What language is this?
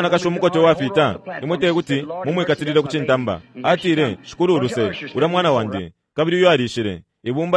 Bemba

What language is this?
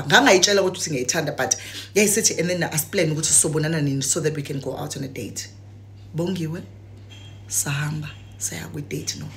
Zulu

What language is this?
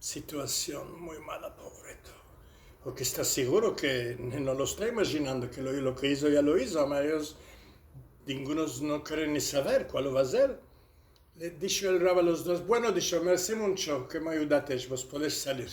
Ladino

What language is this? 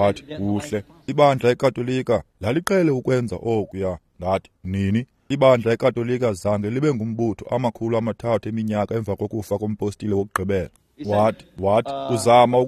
Xhosa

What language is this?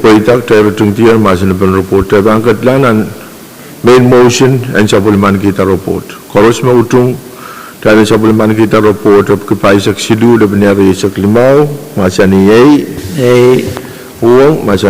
Pohnpeian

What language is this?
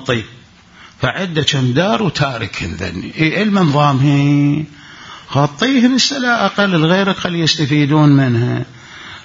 Mesopotamian Arabic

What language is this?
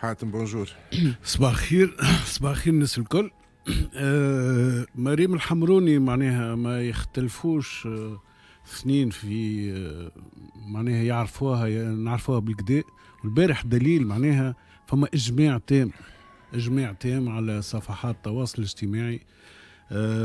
Tunisian Arabic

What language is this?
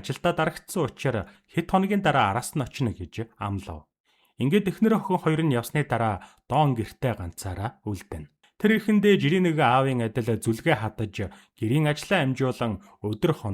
Mongolian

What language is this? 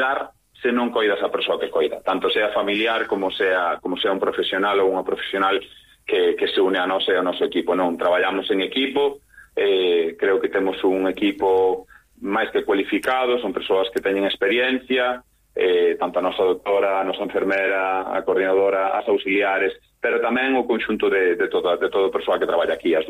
Galician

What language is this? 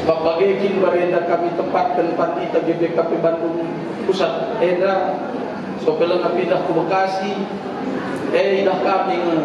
Batak Karo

